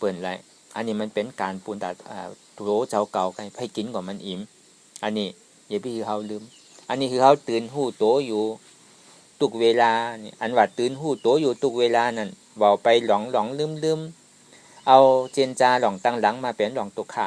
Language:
Shan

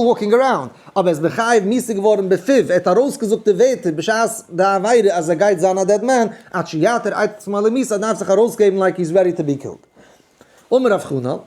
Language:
Yiddish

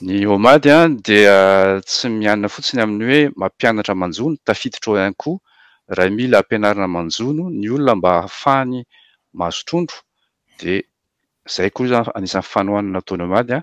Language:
Malagasy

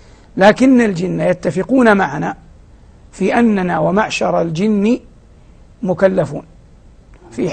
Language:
Arabic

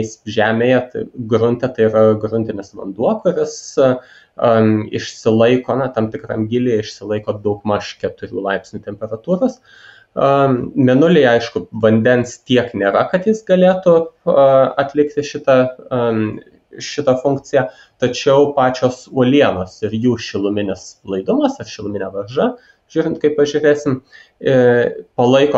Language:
Lithuanian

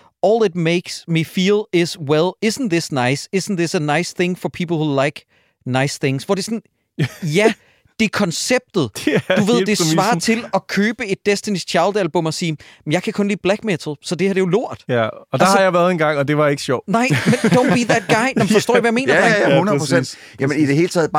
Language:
Danish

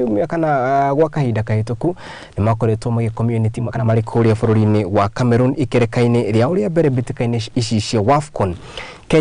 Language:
Kikuyu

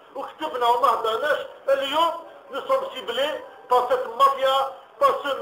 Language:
Algerian Arabic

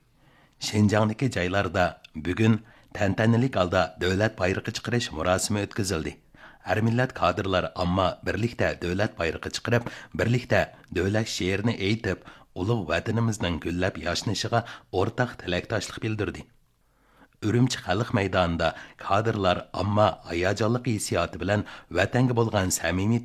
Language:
Uyghur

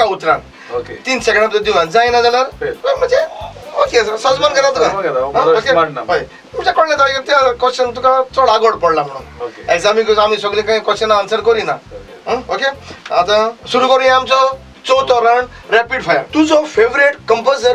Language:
Konkani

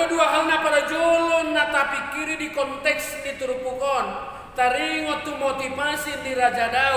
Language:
Batak Toba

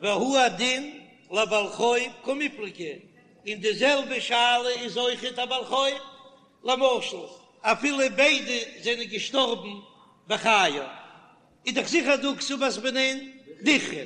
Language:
Yiddish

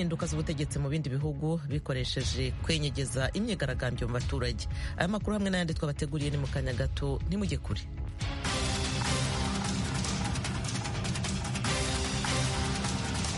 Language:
Kinyarwanda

